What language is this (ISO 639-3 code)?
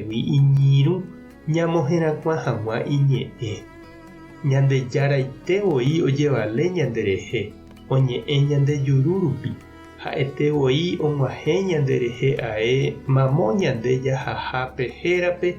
grn